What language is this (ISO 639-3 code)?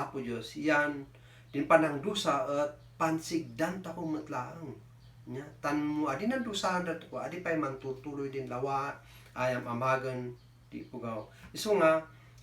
kne